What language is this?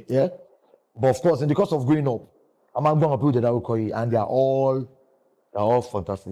Yoruba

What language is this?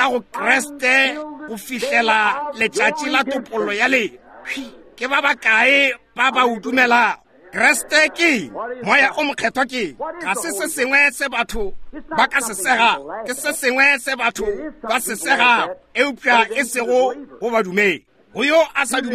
Northern Sotho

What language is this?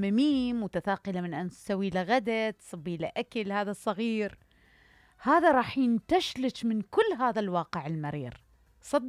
Mesopotamian Arabic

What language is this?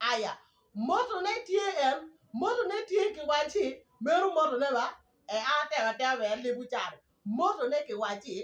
Acoli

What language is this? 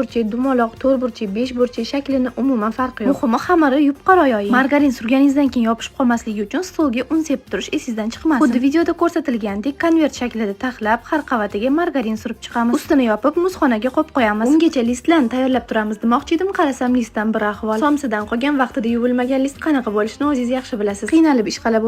Uzbek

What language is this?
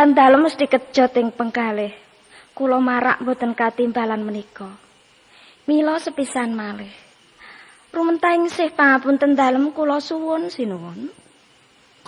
Javanese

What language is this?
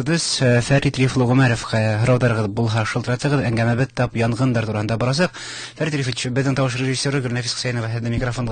Bashkir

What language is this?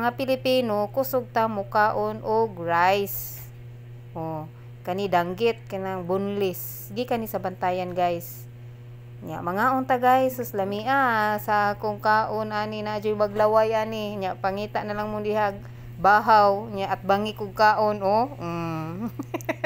Cebuano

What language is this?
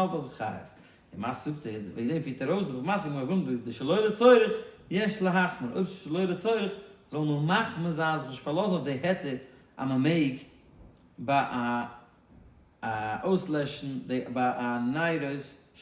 Yiddish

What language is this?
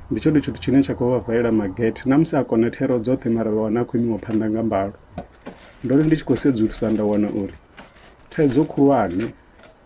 Venda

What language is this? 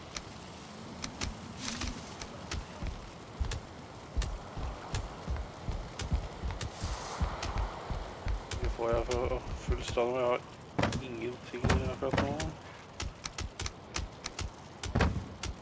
Norwegian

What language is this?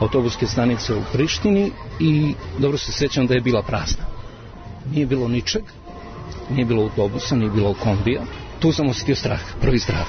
Serbian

